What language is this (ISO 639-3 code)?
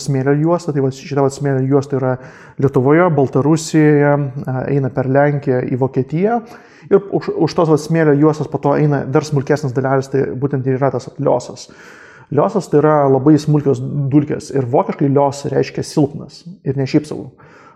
lit